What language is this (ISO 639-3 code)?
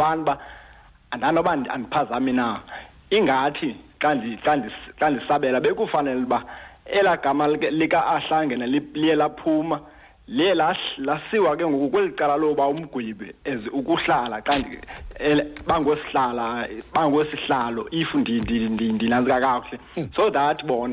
xho